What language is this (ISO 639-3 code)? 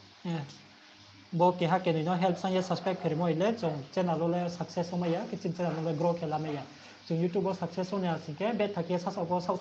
ria